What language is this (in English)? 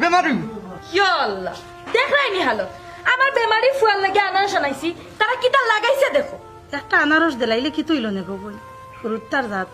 Sylheti